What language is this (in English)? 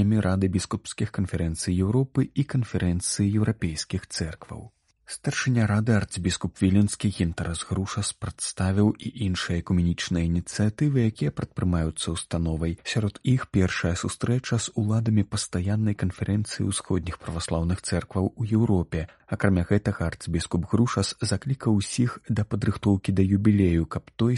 Belarusian